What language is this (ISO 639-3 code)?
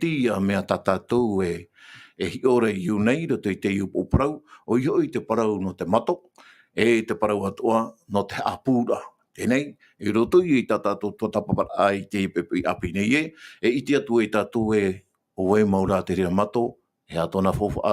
tah